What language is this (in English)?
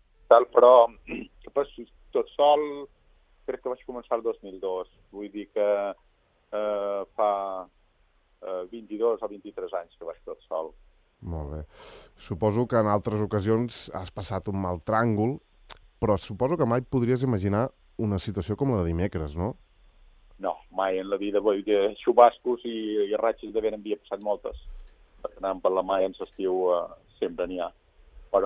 Catalan